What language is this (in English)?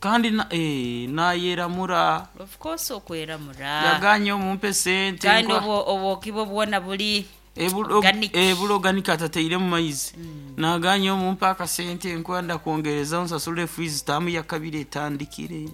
Nyankole